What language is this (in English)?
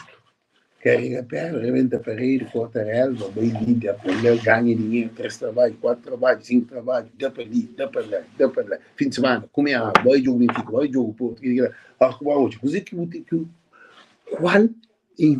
Kabuverdianu